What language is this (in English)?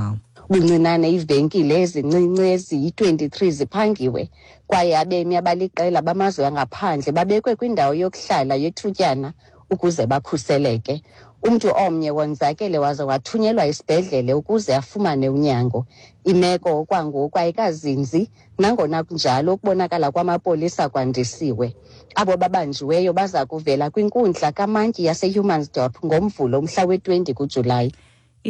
Xhosa